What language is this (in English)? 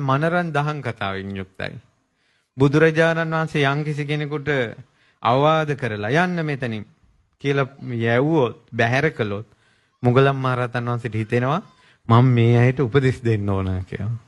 Sinhala